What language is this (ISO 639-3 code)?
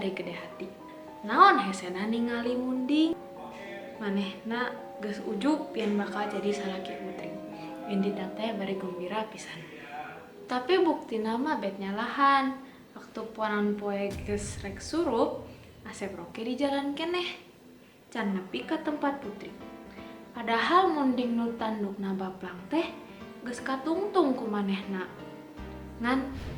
sun